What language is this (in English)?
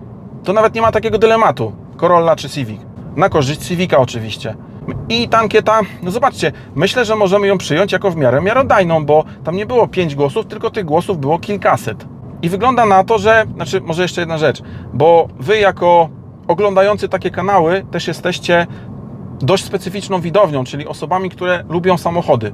Polish